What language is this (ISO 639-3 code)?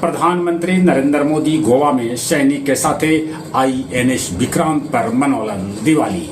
mag